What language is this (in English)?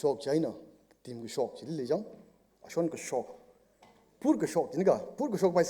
Tangkhul Naga (India)